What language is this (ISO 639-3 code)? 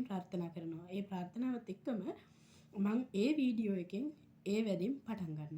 sin